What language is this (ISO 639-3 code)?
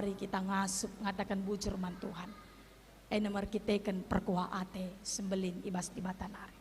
btx